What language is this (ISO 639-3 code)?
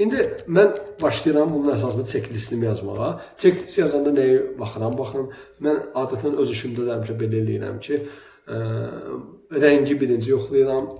aze